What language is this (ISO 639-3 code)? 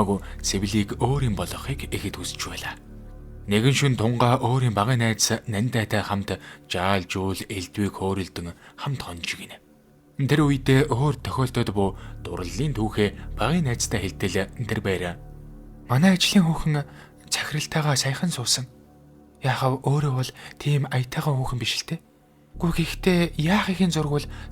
mon